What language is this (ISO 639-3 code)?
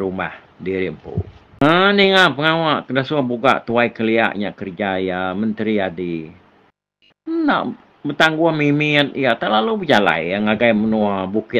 iba